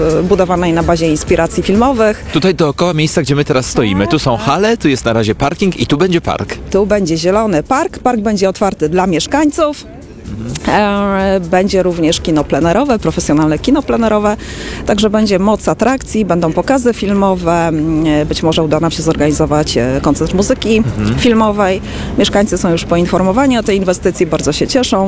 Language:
Polish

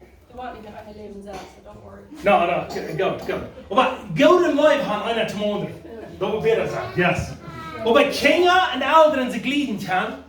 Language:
Plautdietsch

